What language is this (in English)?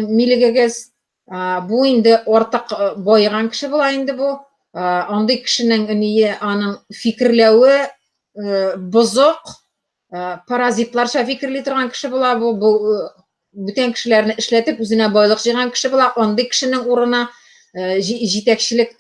Tatar